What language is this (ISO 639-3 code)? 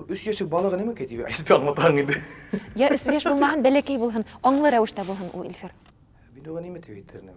bak